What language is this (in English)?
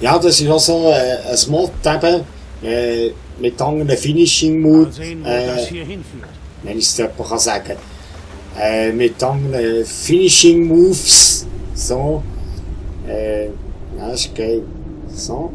Swiss German